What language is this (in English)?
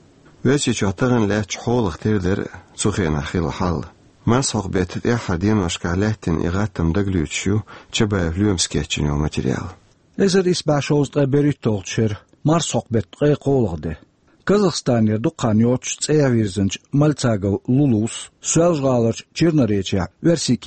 Chechen